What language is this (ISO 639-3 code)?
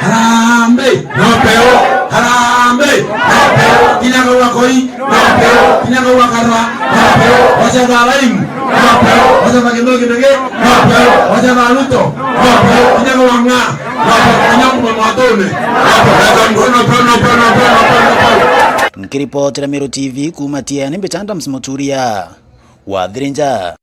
mer